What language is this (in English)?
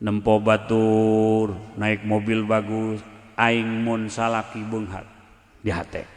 Sundanese